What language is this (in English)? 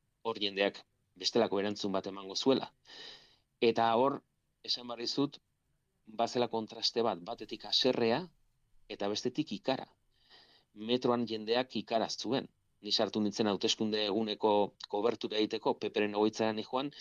Basque